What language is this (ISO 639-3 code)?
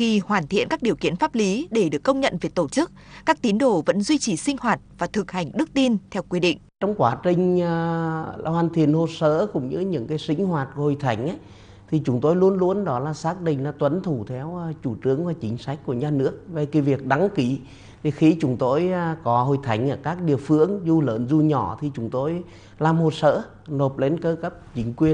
vie